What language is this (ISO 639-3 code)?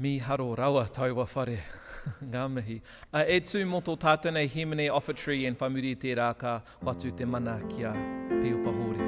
mri